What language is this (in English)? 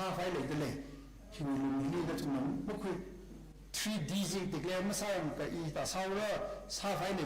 Tangkhul Naga (India)